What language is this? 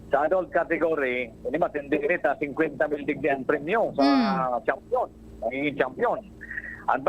Bikol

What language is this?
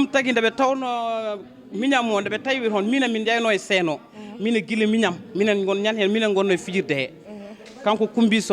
Fula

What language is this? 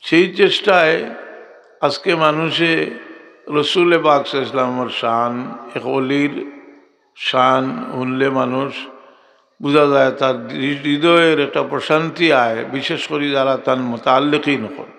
Sylheti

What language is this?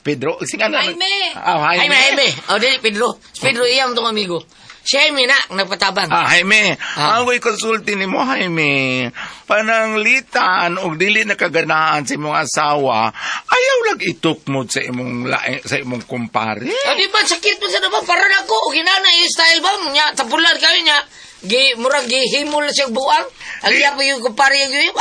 Cebuano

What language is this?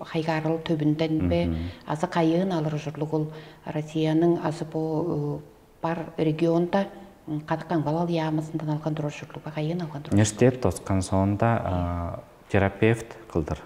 Tuvinian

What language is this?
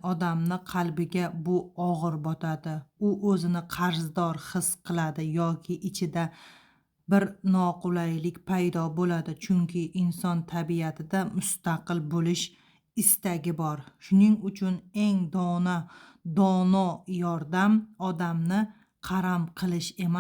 Uzbek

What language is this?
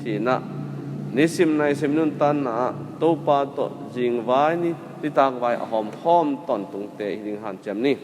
Tedim Chin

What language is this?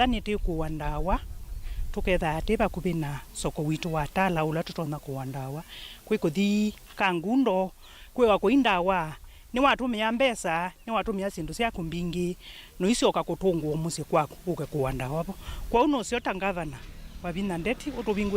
Kamba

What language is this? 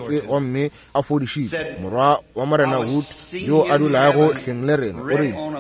Northern Sotho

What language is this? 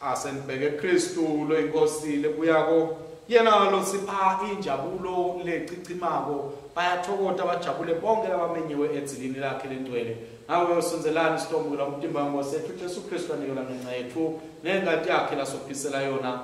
Swati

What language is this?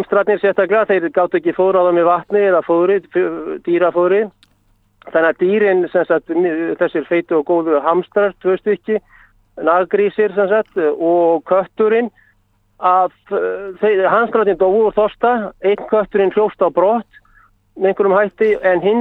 Icelandic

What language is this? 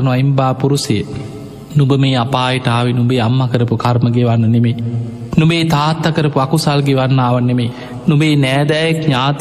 Sinhala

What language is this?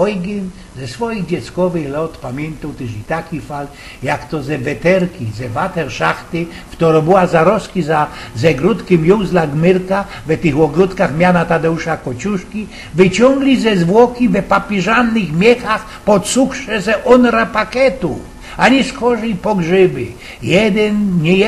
Silesian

